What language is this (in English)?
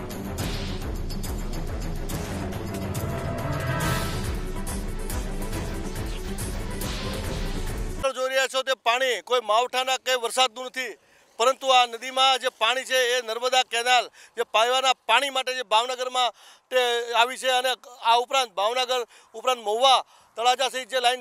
Gujarati